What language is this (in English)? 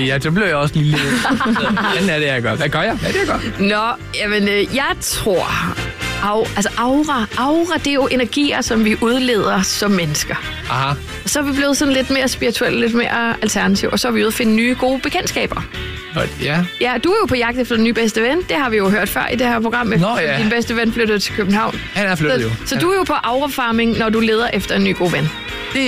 Danish